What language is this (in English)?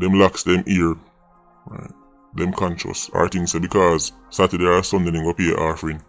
Jamaican Creole English